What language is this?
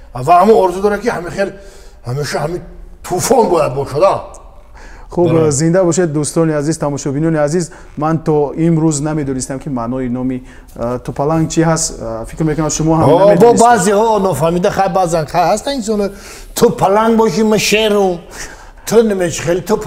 Tajik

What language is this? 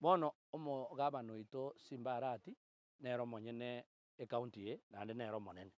Gusii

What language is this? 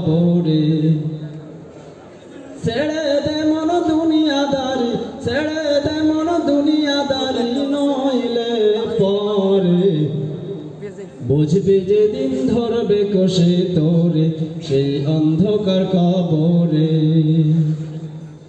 Bangla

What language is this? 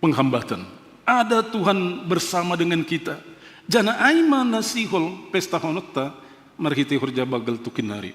Batak Simalungun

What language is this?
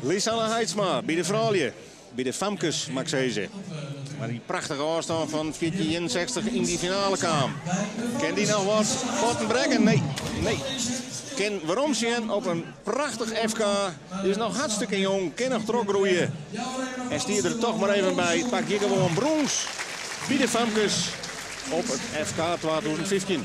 Western Frisian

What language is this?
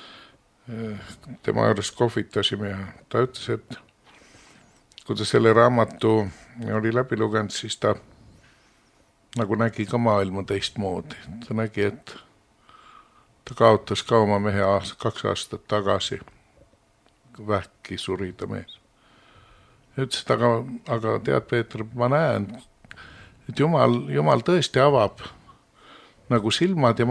Estonian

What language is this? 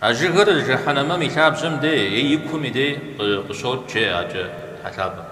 Kabardian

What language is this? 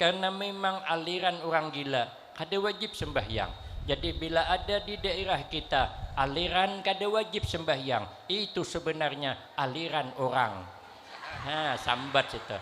Banjar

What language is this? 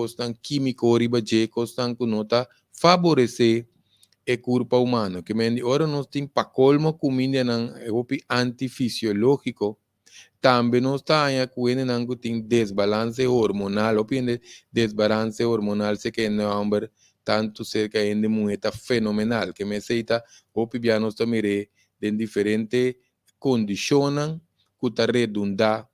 Papiamento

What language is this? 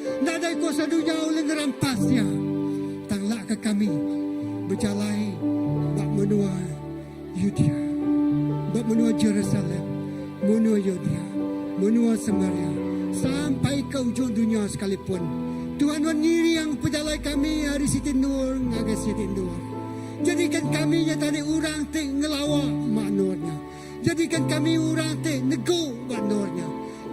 Iban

